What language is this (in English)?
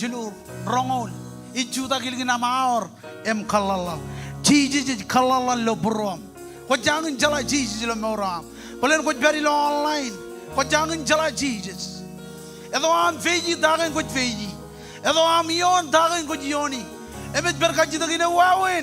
Marshallese